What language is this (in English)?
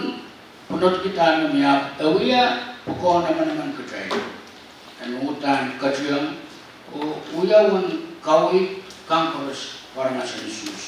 Pohnpeian